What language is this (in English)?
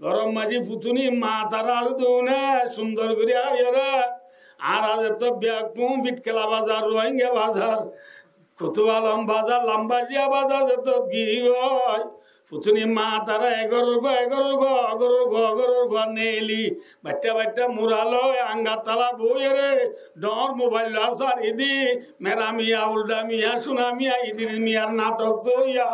Rohingya